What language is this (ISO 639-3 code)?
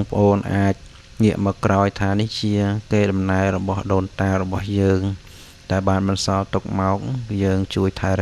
khm